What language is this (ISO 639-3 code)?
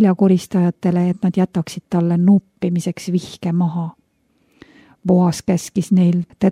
est